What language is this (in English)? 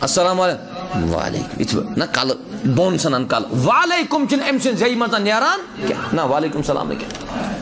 Kashmiri